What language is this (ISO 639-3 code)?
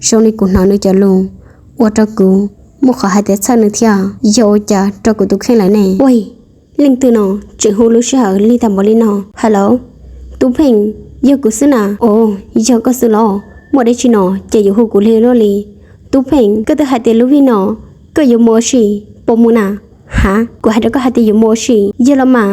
hmn